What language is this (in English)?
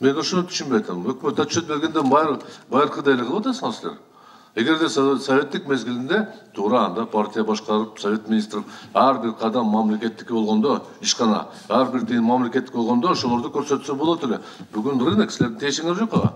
Kyrgyz